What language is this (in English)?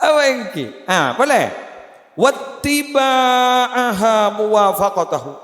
Madurese